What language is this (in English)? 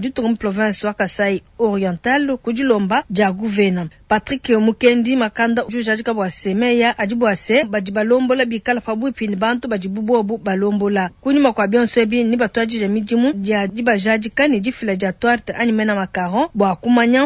Luba-Lulua